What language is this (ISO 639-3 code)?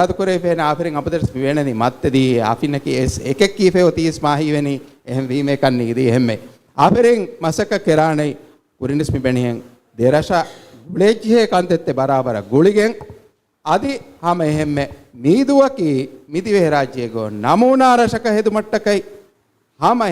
div